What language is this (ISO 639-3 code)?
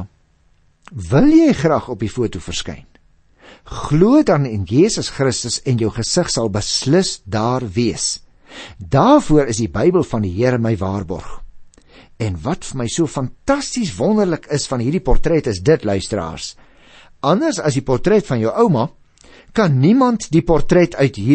afr